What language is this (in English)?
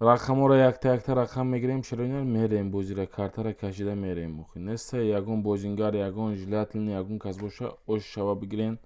Tajik